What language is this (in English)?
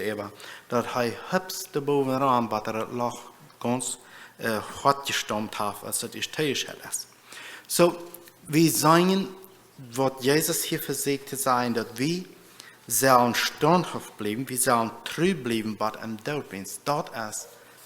Plautdietsch